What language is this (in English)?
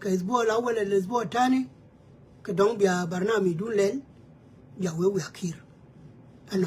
Nuer